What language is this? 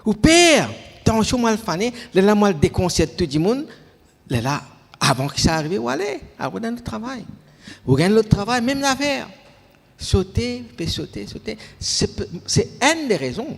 Morisyen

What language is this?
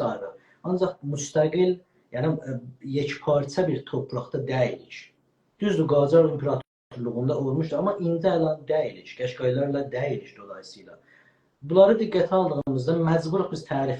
South Azerbaijani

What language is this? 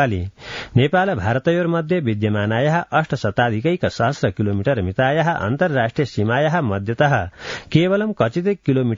Sanskrit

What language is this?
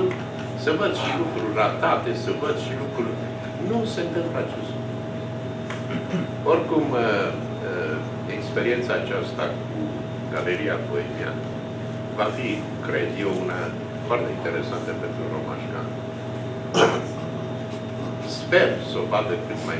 Romanian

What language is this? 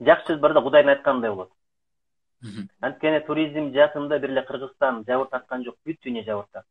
Kyrgyz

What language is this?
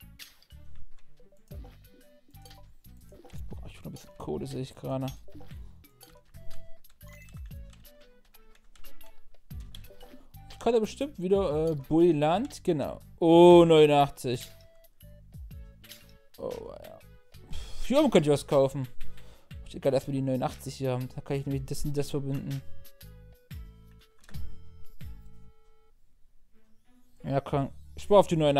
German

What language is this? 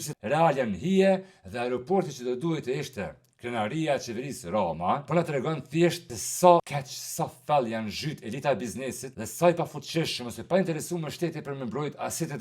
Albanian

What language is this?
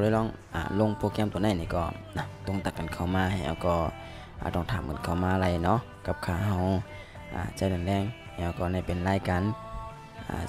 Shan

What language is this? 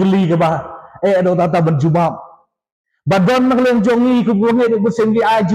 Khasi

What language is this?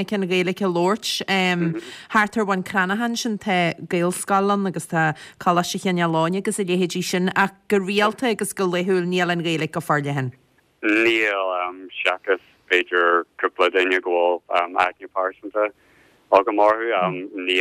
Irish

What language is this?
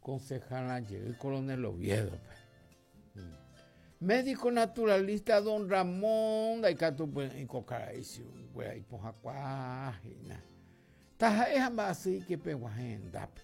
Guarani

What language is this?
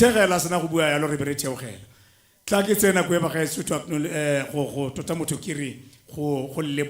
Tswana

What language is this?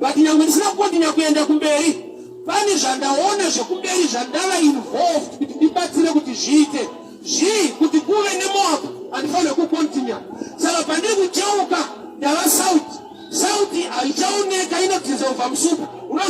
Shona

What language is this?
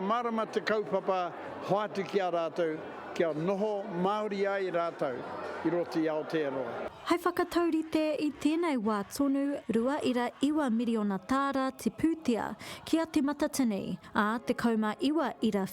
Māori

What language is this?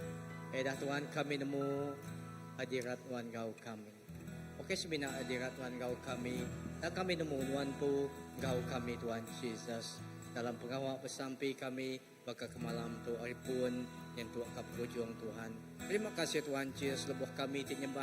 Iban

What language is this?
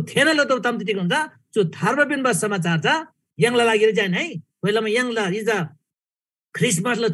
Eastern Tamang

